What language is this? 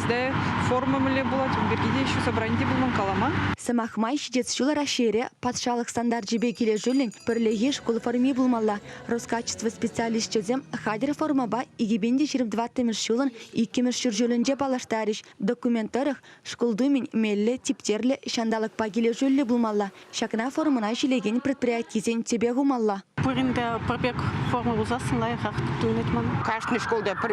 Chuvash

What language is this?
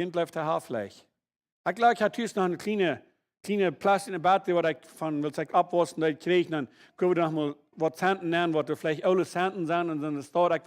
Plautdietsch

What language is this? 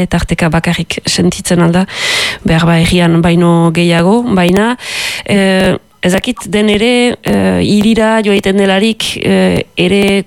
Basque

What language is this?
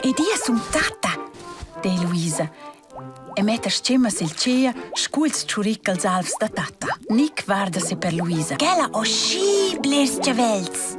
Romansh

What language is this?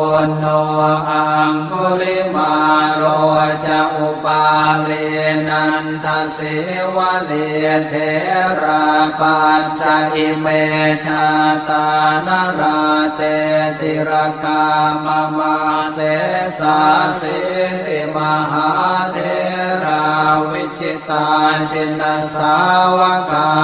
Pali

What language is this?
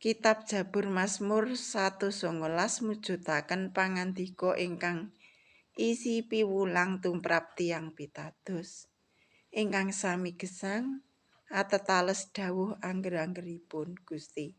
Javanese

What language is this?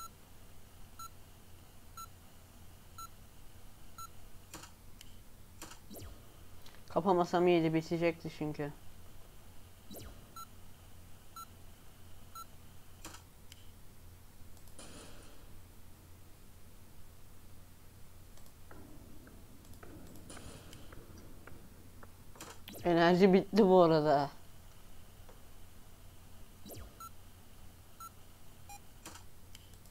Turkish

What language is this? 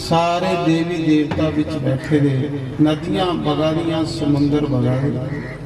Dogri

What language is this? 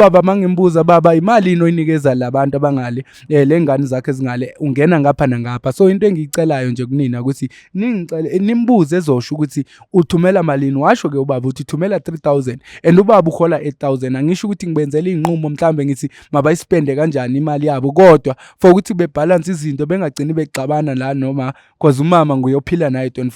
Zulu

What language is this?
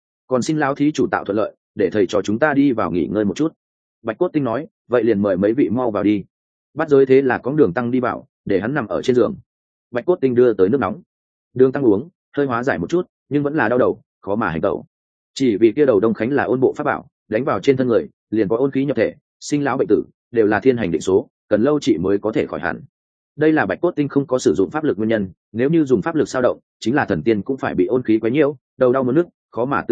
Vietnamese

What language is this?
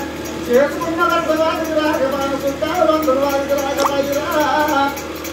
Telugu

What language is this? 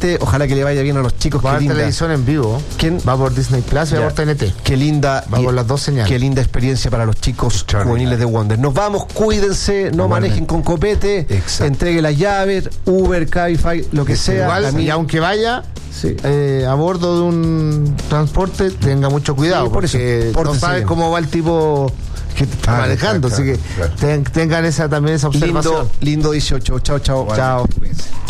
Spanish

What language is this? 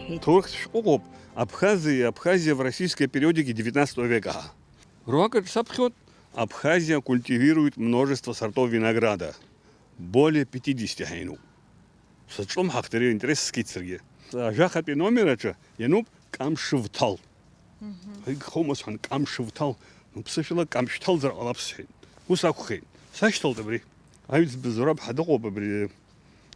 Abkhazian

